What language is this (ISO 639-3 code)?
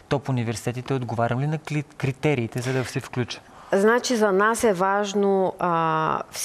bul